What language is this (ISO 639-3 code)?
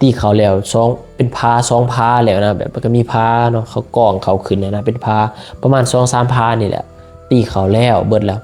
lao